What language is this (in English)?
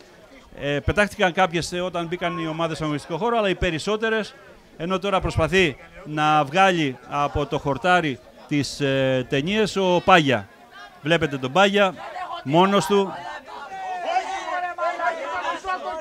Greek